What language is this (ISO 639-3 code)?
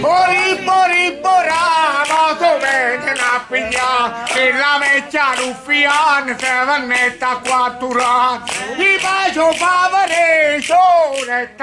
nap